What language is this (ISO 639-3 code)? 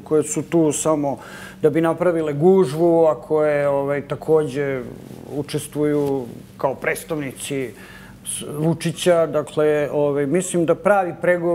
srp